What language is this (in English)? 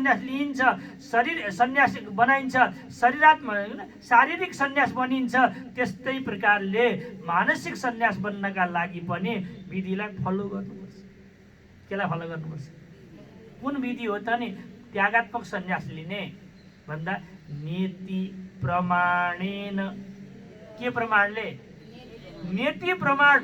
Nepali